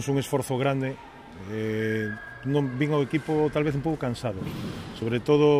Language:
Galician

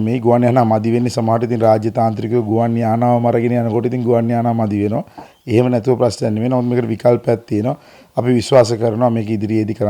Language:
Sinhala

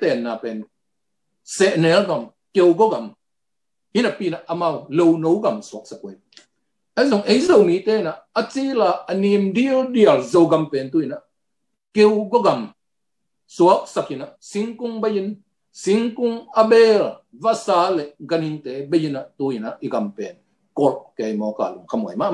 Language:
Tedim Chin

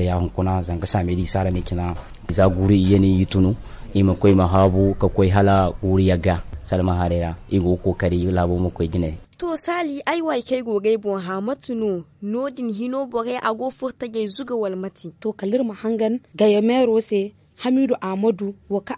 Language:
Zarma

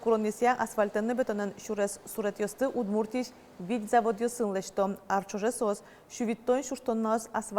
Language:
Udmurt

